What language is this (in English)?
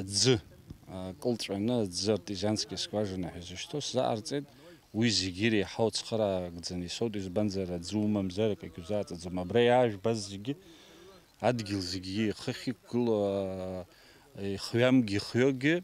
Abkhazian